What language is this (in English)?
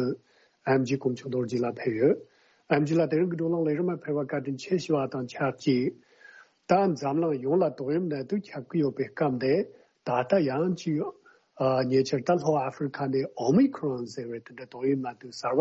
Tibetan